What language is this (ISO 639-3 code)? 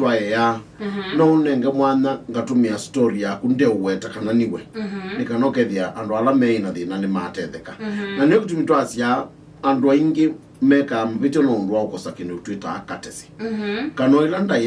kam